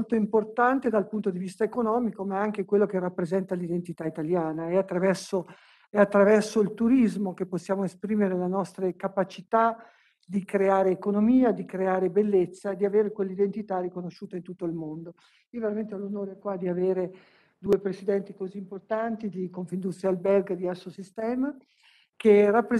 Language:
Italian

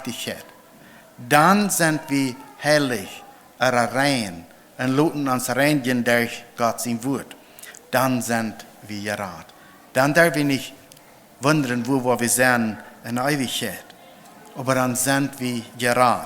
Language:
Plautdietsch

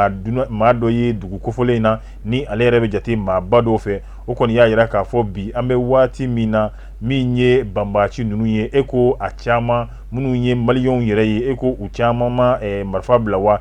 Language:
Bambara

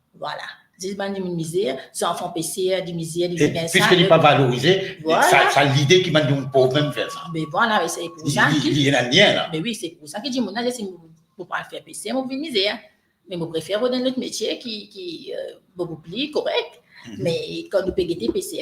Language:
Morisyen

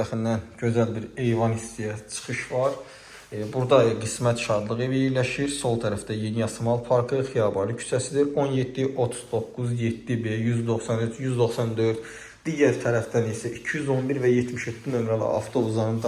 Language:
Azerbaijani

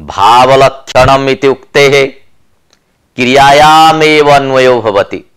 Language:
Sanskrit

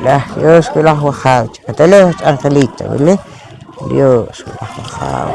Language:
Poqomchi'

